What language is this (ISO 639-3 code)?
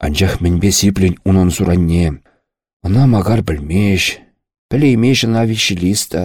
chv